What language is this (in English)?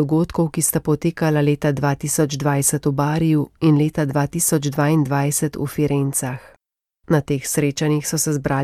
Slovenian